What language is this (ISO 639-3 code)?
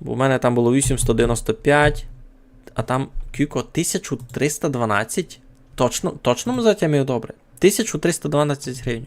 rue